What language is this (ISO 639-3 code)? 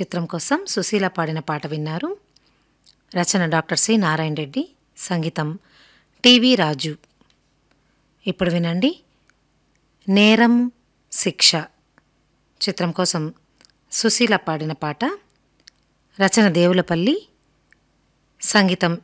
tel